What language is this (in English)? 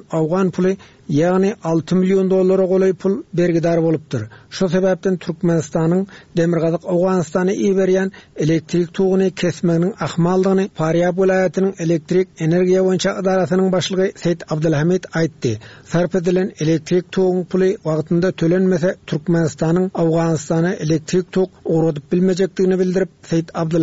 Turkmen